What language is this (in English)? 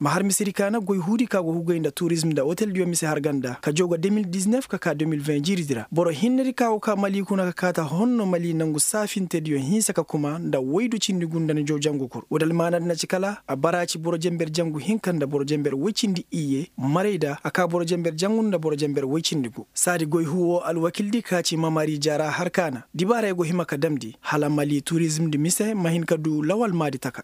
Koyraboro Senni